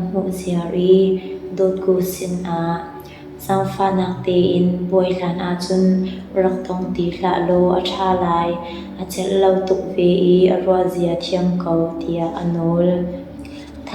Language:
Hakha Chin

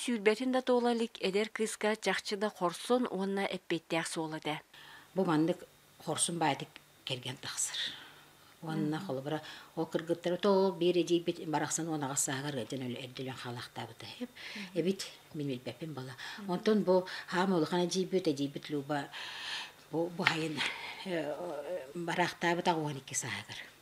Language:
Yakut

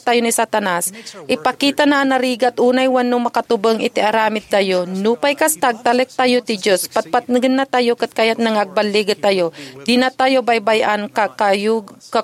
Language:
Iloko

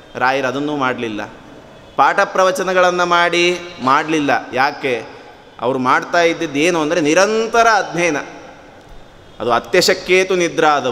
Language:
Kannada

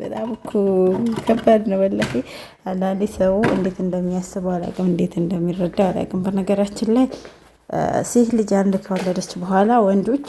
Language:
Amharic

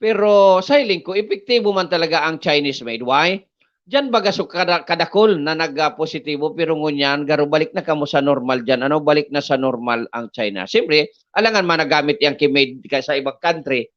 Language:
Bikol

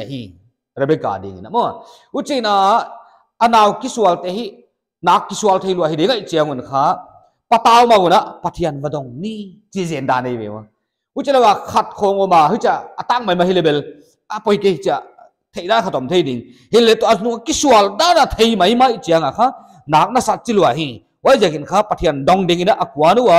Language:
Paite Chin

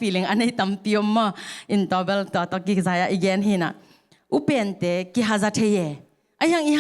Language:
Tedim Chin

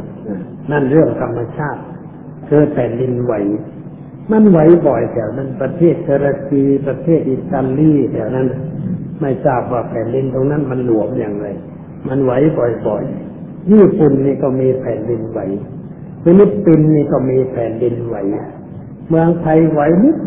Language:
Thai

